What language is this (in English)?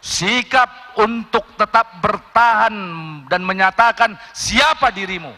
Batak Toba